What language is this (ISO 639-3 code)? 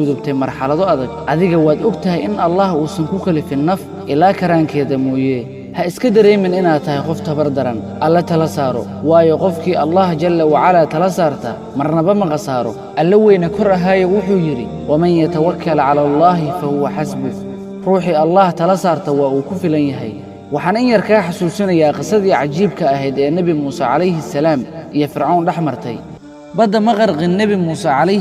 som